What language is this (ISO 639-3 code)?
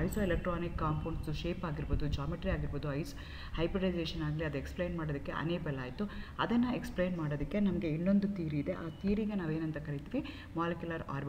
kan